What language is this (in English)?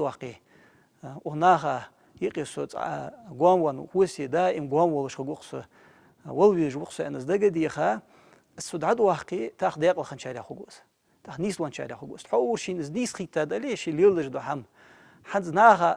Ingush